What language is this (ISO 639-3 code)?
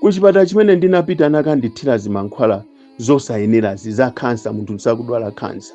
nya